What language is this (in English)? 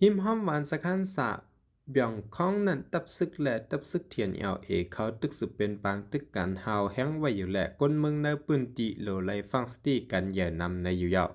Shan